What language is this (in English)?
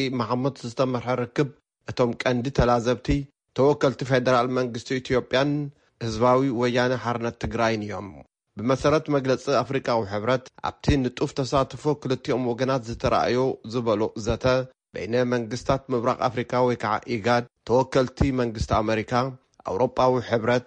Tigrinya